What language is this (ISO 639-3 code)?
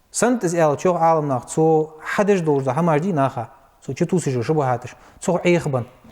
inh